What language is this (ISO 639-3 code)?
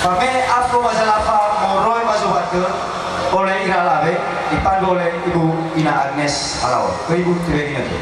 nia